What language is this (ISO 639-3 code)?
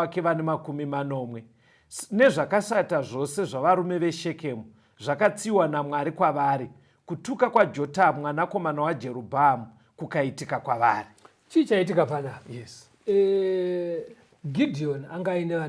sna